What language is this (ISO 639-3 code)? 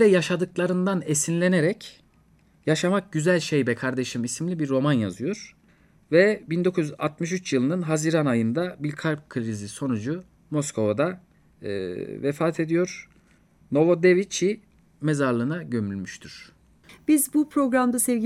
tur